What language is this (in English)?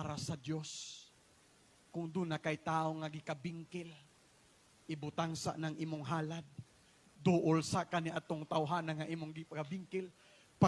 Cebuano